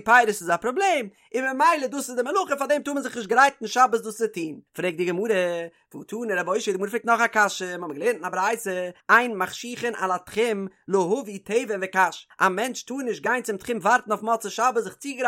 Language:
Yiddish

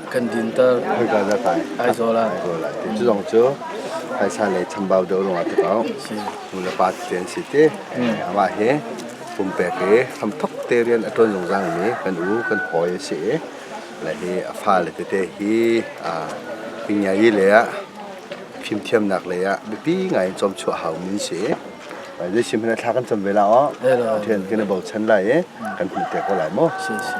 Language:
Hakha Chin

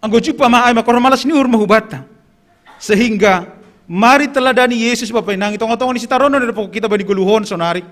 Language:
Batak Simalungun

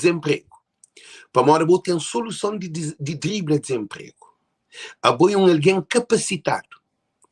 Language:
Kabuverdianu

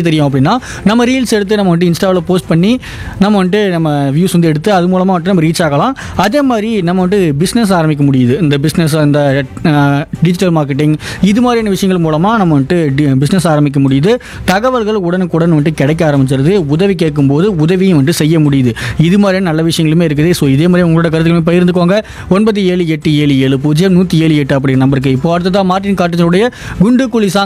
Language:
Tamil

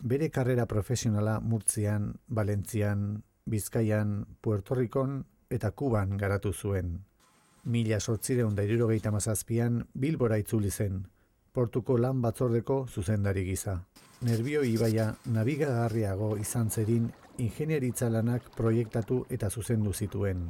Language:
Basque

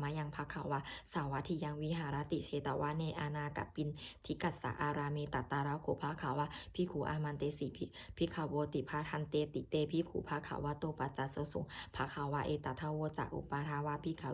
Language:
Pali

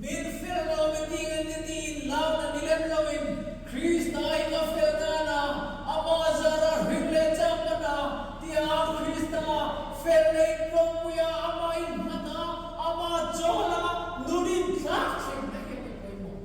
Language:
Hmar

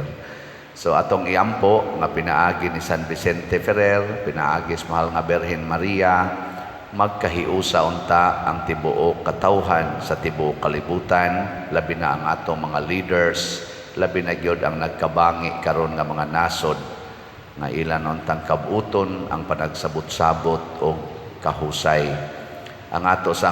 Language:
Cebuano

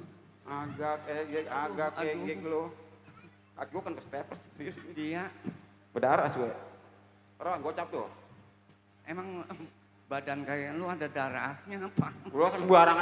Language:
Betawi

